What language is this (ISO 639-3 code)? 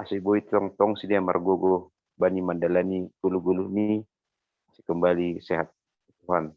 bts